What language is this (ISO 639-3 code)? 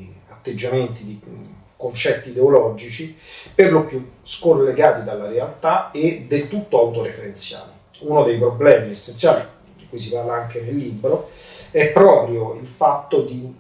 ita